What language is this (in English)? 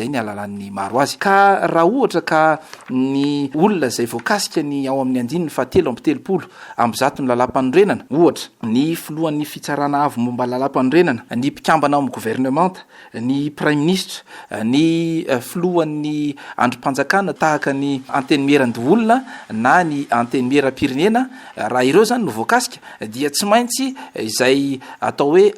Malagasy